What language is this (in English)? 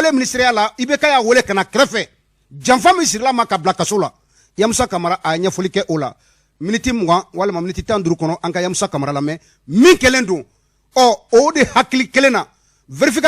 Bambara